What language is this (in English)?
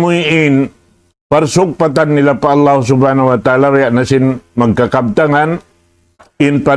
Tausug